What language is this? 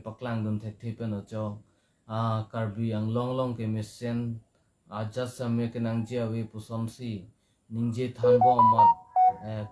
Karbi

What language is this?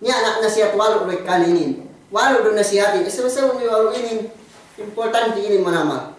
Yakan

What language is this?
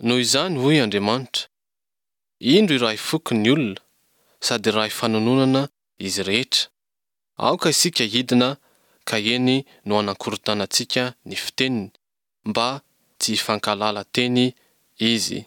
Malagasy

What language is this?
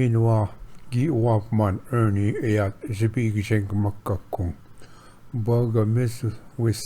Ojibwa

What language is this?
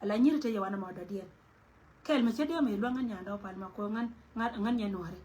Nuer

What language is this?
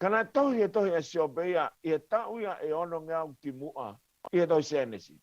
Tongan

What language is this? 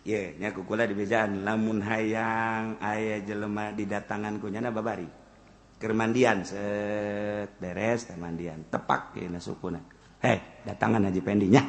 Sundanese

